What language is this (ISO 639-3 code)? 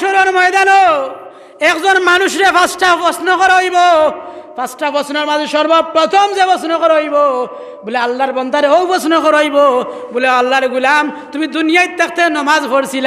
syl